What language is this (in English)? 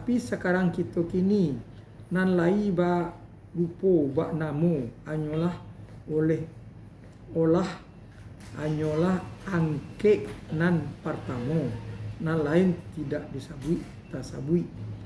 Minangkabau